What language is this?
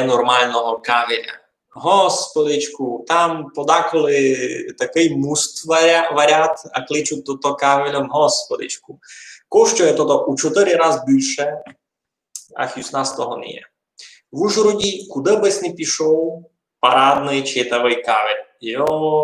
Rusyn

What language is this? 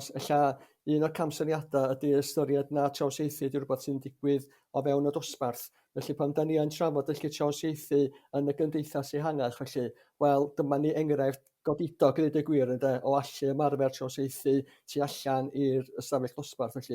Welsh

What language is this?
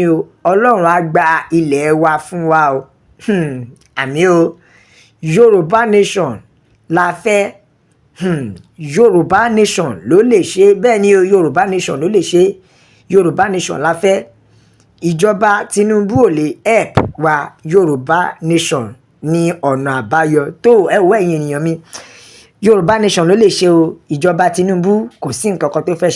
Yoruba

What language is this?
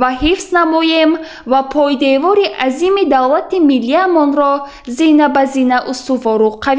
Tajik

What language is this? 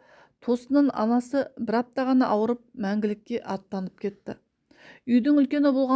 Kazakh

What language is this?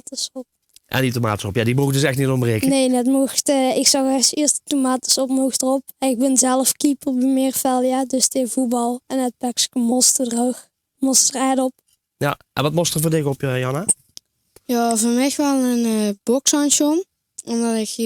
Limburgish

